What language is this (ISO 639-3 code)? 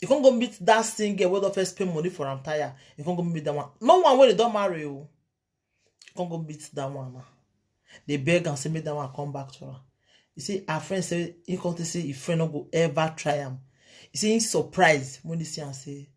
pcm